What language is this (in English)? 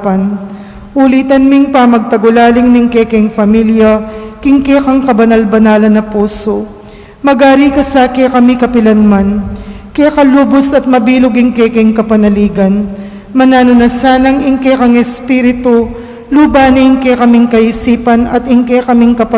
Pampanga